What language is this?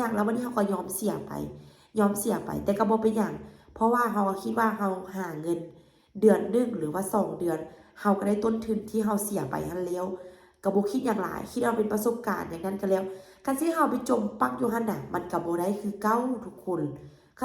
Lao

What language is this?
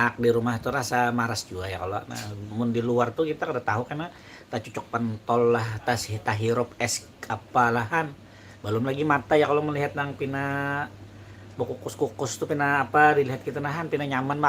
Banjar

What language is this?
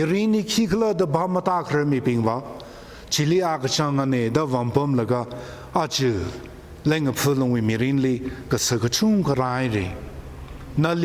Tangkhul Naga (India)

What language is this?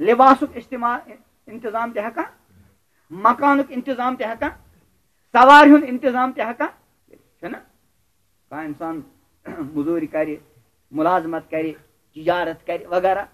Kashmiri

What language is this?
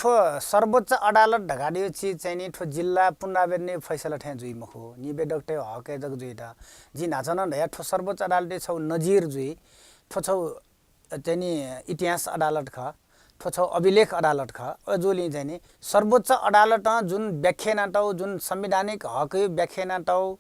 Newari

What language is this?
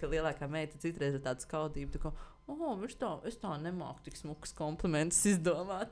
Latvian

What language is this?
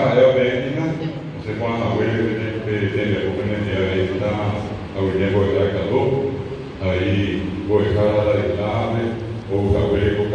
Guarani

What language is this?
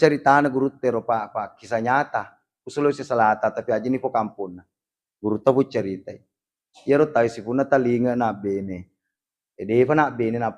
Buginese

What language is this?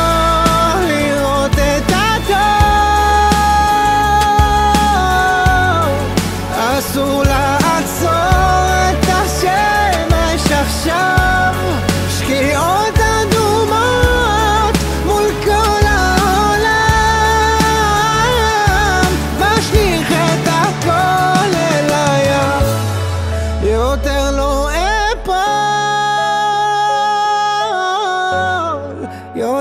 Hebrew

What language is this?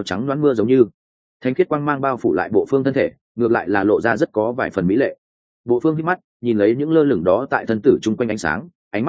Vietnamese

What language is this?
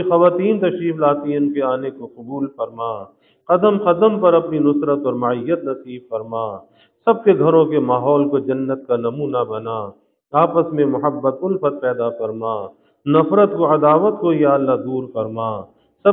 Urdu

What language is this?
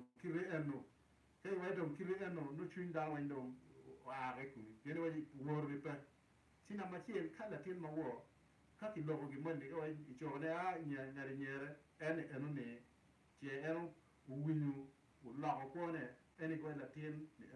Acoli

